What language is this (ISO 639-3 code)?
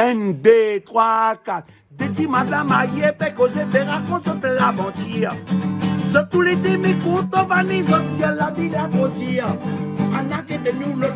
rcf